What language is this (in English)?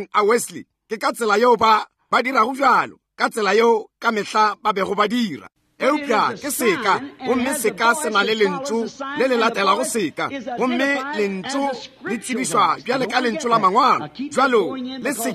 Northern Sotho